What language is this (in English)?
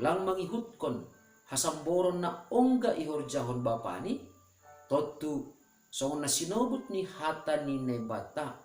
Batak Simalungun